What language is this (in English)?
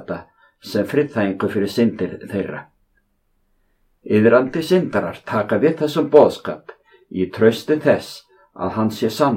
Icelandic